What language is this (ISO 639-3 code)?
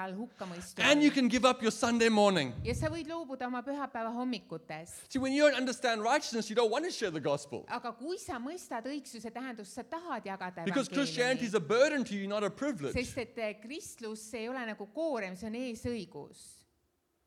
est